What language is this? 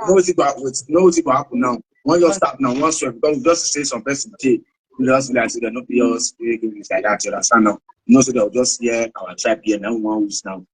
Nigerian Pidgin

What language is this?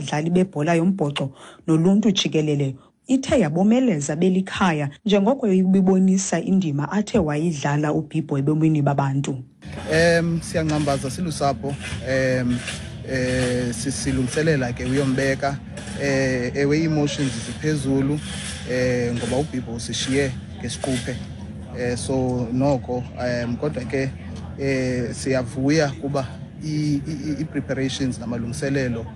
Xhosa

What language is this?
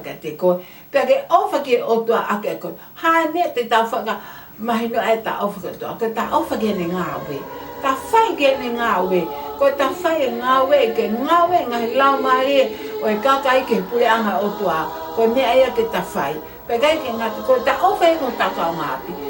Tongan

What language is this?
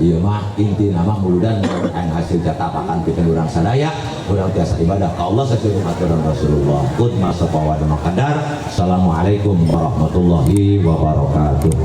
Sundanese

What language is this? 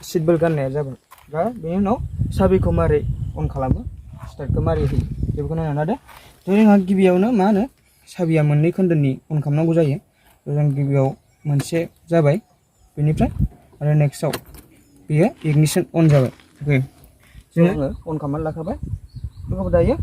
Bodo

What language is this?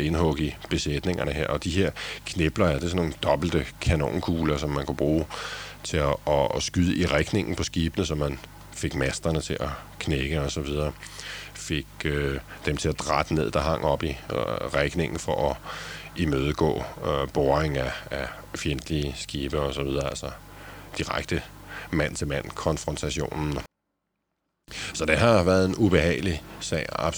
Danish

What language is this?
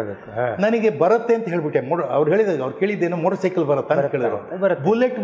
Kannada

